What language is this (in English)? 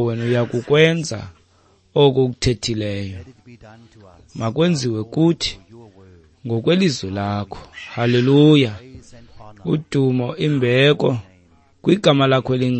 Xhosa